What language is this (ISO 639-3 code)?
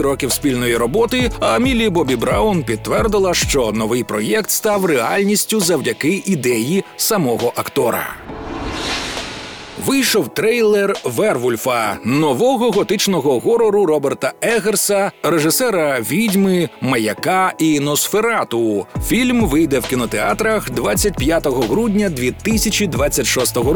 ukr